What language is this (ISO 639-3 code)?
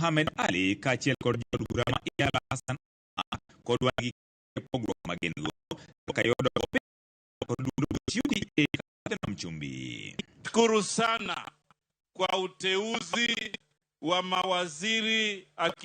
luo